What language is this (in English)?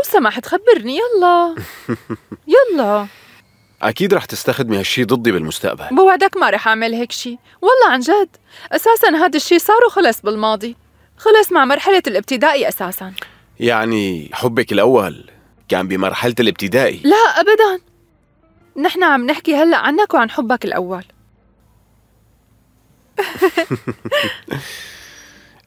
North Levantine Arabic